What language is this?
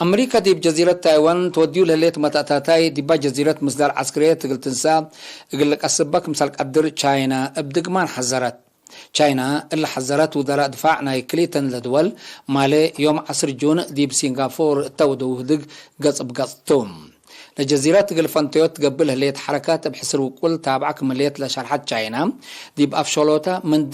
Tigre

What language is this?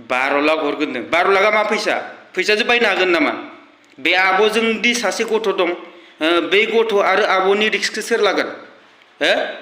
Bodo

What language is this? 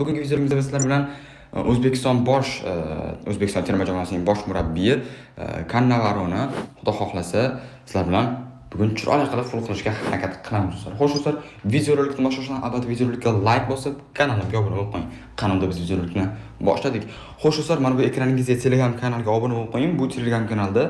Uzbek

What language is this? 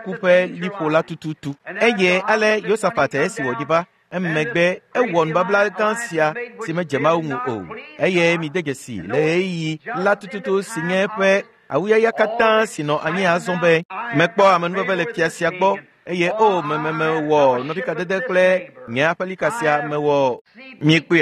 Ewe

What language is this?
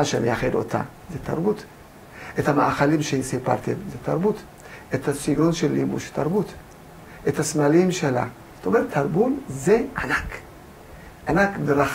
Hebrew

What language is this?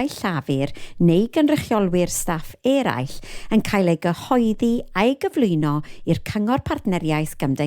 Welsh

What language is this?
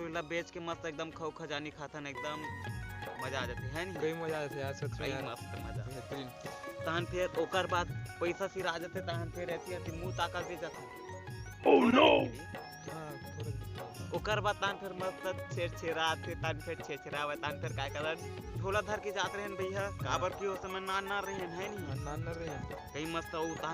Chhattisgarhi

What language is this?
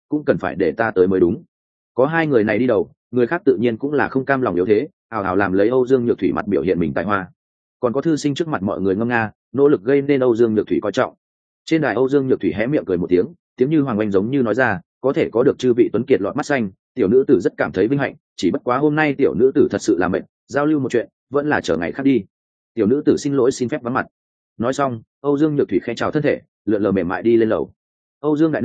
Vietnamese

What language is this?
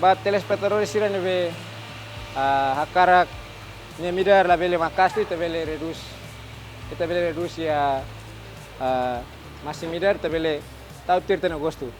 Tetum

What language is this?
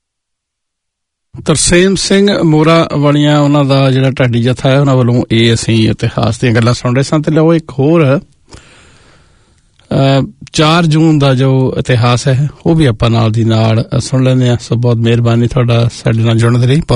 Punjabi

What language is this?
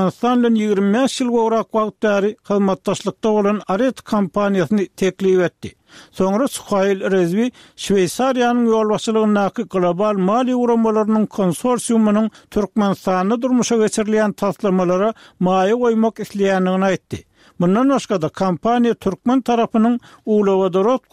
Turkmen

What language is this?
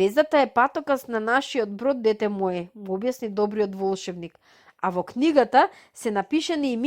Macedonian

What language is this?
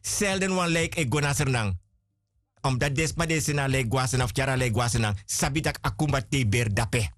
Sranan Tongo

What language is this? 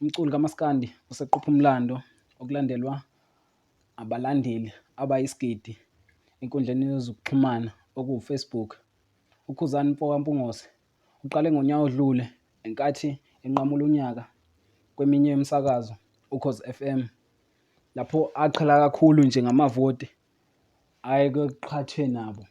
Zulu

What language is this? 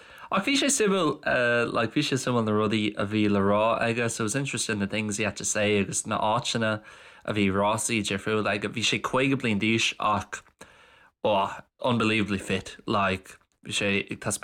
Irish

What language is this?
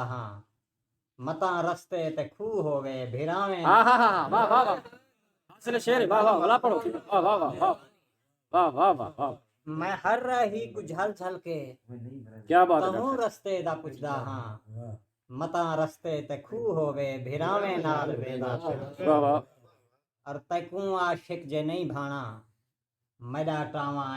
Saraiki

